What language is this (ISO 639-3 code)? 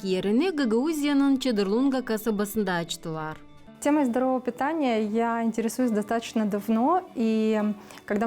gag